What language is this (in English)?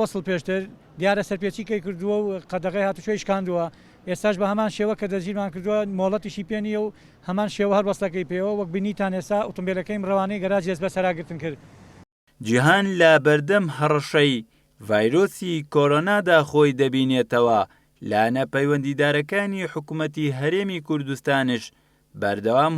Central Kurdish